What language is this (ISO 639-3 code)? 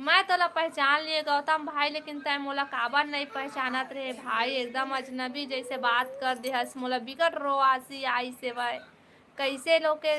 hne